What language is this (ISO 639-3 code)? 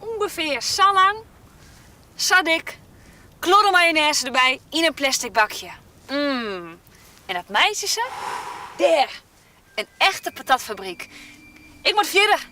fry